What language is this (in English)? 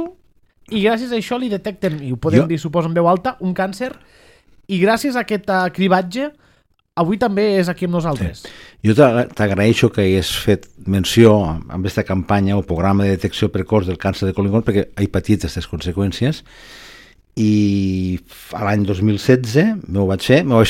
Catalan